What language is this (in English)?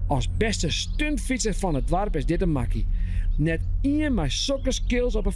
Western Frisian